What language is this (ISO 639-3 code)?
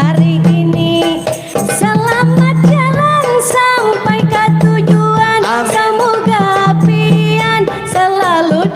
bjn